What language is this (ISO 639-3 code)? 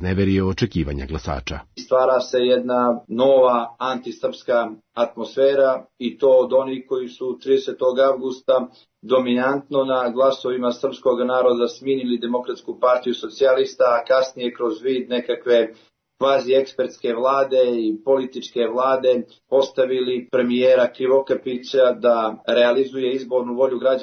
srp